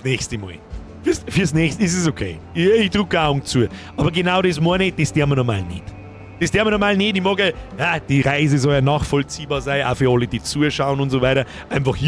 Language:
Bavarian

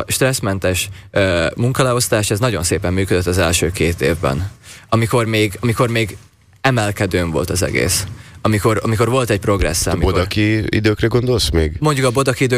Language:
Hungarian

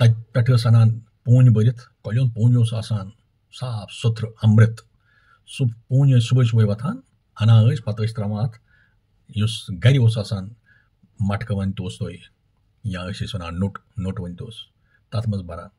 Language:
Kashmiri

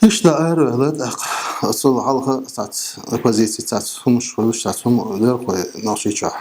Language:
Chechen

